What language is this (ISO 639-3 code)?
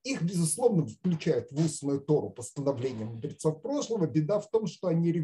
rus